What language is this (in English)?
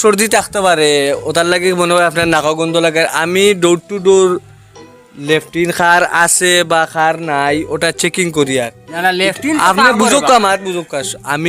Sylheti